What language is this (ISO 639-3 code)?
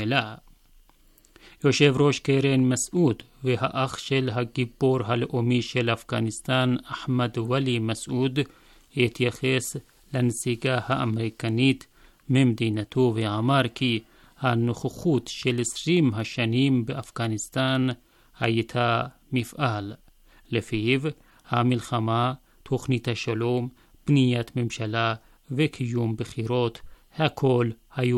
heb